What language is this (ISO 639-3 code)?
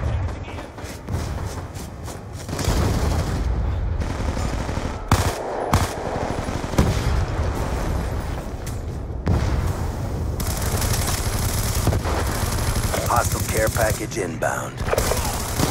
eng